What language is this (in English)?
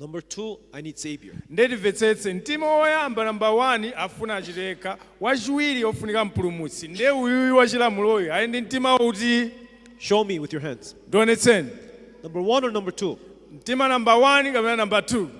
Nyanja